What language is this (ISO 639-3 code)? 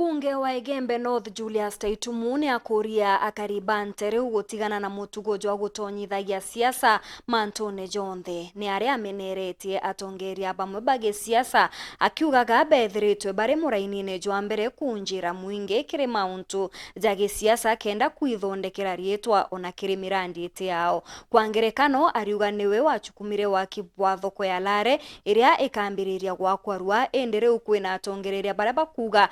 mer